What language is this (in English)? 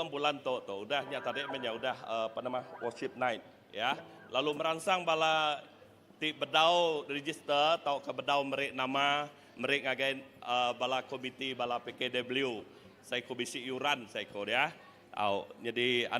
Iban